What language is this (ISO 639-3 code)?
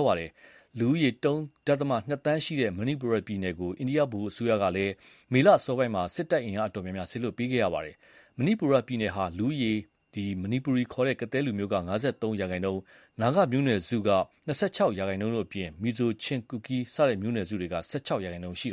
mya